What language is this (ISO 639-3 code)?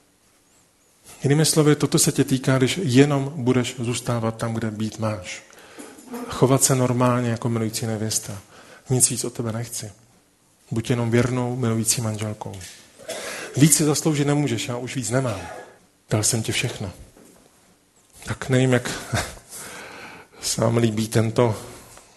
ces